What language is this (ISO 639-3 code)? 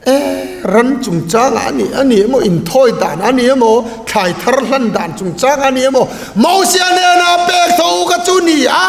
lus